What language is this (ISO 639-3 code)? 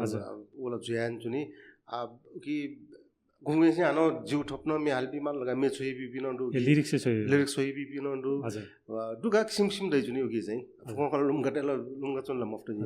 new